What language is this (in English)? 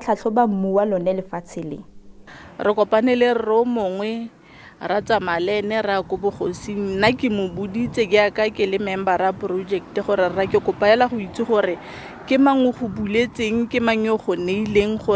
Tswana